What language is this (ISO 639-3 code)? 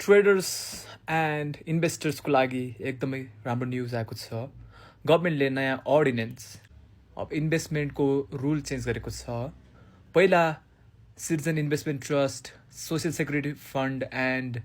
nep